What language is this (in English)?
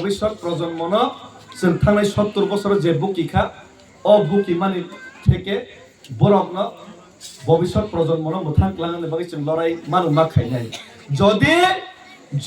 Kok Borok